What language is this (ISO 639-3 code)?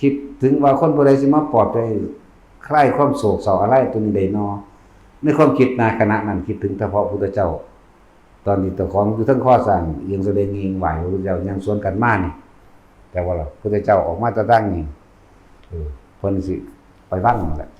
tts